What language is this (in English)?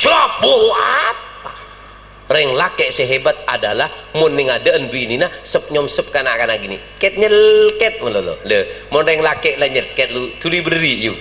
Madurese